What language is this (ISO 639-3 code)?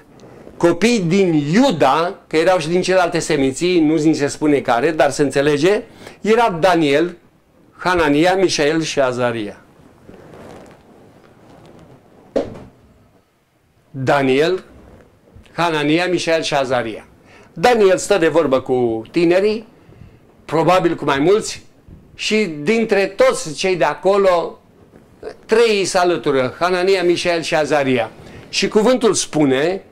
ron